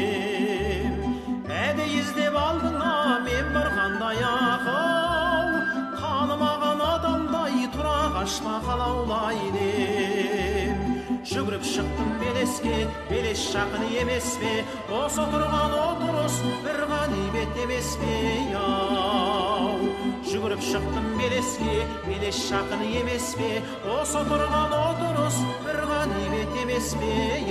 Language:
Kazakh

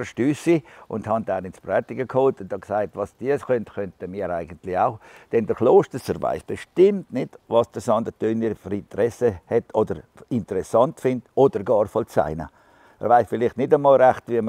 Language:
Swiss German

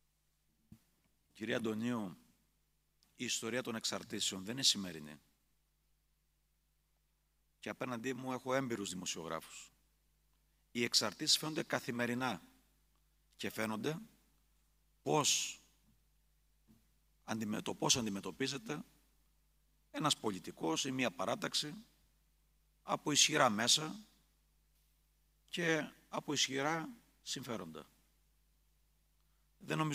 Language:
Greek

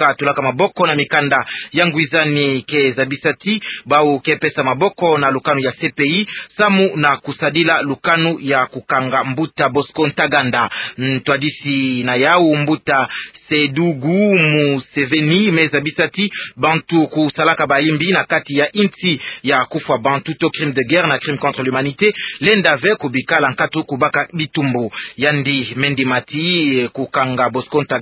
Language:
Kituba (Democratic Republic of Congo)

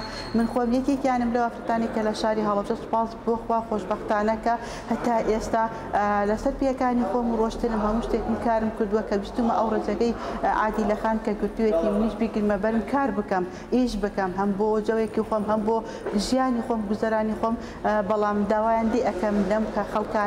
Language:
Central Kurdish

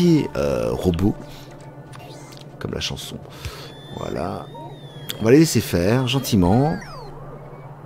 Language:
French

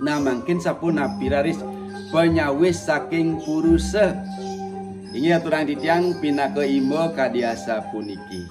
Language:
Balinese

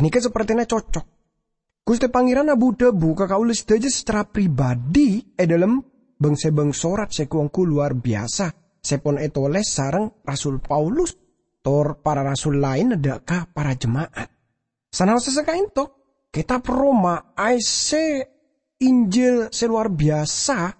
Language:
Madurese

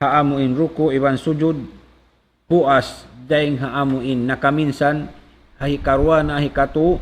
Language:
Tausug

